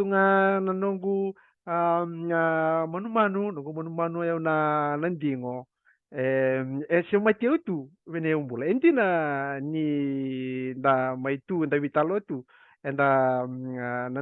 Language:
Fijian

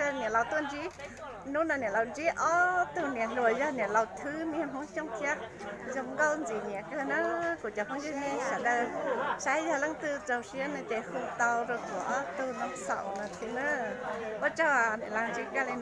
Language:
Hmong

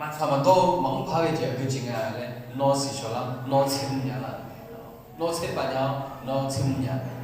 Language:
Akha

